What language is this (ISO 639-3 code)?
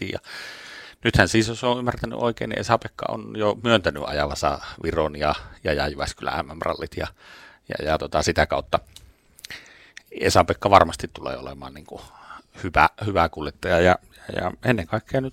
fin